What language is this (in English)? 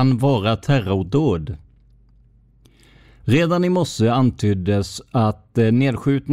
Swedish